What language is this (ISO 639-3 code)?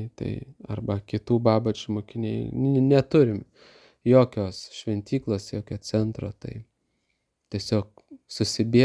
lit